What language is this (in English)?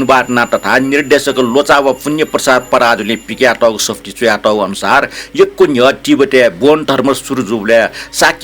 Newari